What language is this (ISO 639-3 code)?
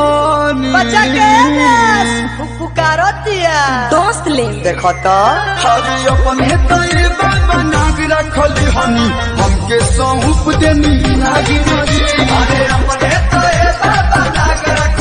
bho